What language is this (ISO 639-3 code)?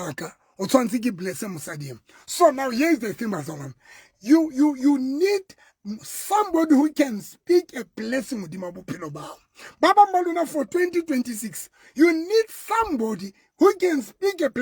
sot